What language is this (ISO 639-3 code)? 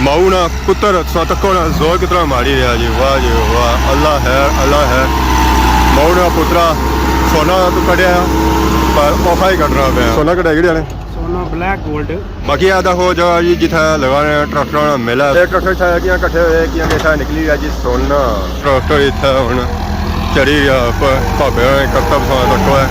phr